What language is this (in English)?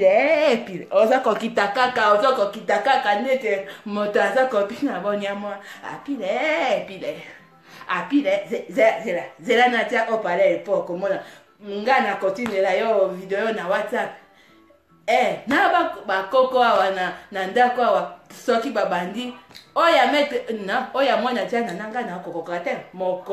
Lingala